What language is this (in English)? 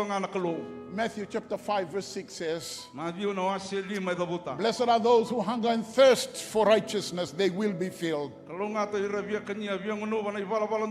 Fijian